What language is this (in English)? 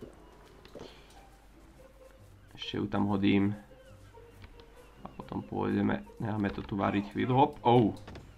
Slovak